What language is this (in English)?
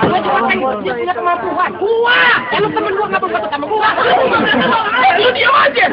Betawi